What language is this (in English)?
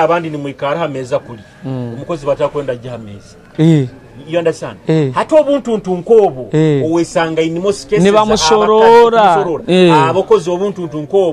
Nyoro